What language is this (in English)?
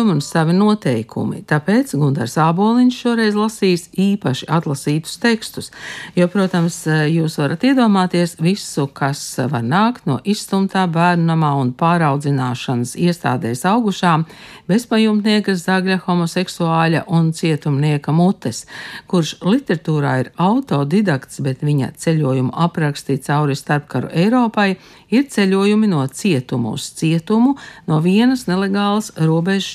Latvian